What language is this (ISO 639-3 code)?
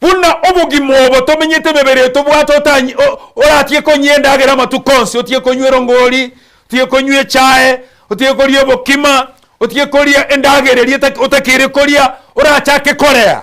guz